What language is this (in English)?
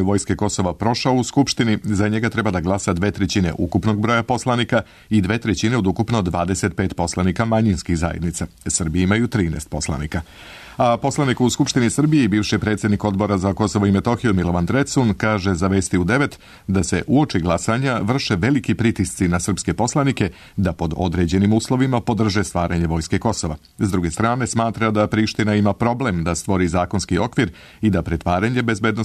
Serbian